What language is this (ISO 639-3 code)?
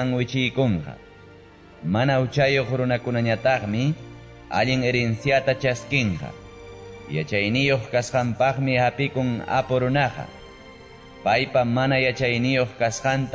quy